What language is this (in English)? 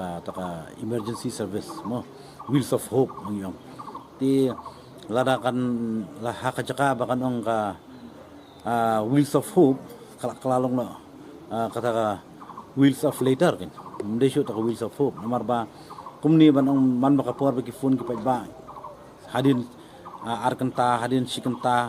Khasi